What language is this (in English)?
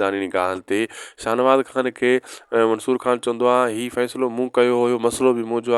Sindhi